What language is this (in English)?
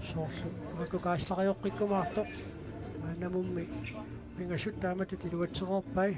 Kalaallisut